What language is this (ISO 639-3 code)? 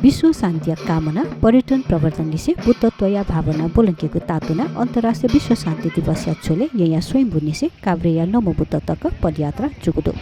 new